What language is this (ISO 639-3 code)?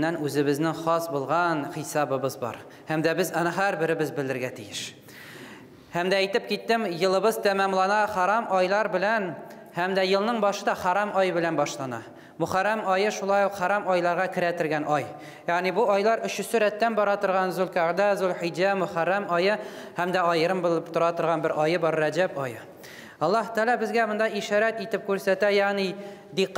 tat